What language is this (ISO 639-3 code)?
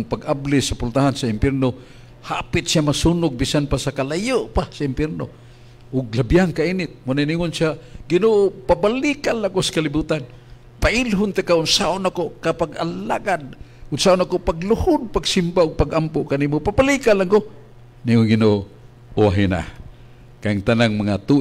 ceb